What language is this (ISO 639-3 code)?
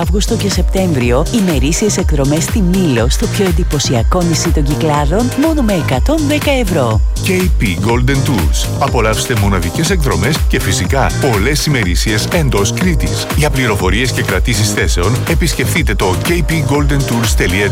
ell